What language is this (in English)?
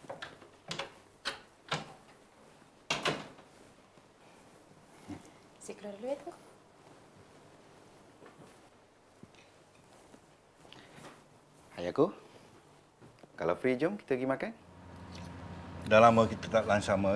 Malay